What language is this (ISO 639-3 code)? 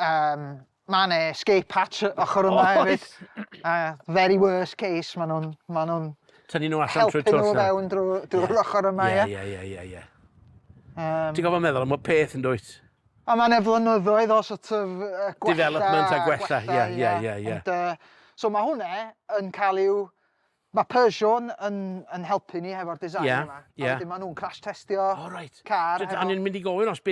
cym